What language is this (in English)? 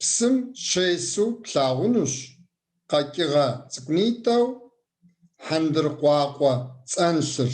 Kabardian